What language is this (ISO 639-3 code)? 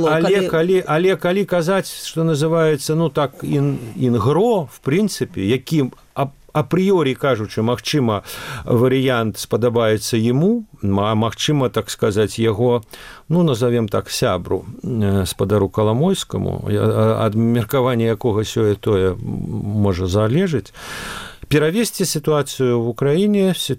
bel